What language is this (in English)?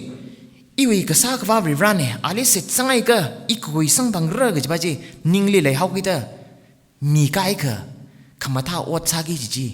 Tangkhul Naga (India)